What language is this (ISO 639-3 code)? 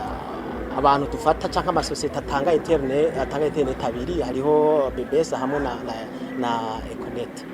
run